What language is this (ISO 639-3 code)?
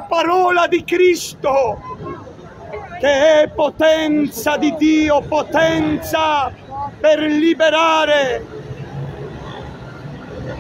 ita